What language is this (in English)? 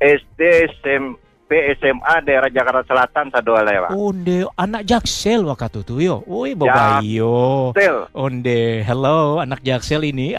Minangkabau